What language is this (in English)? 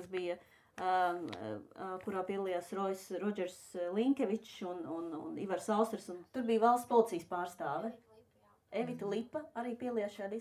Latvian